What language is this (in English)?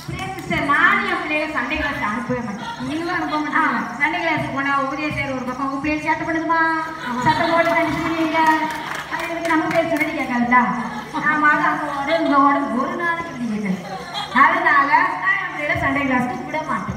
Tamil